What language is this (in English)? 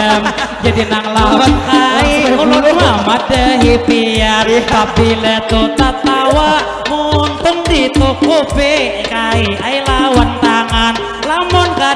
Banjar